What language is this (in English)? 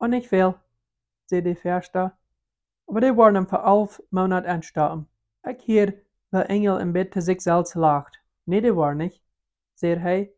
Plautdietsch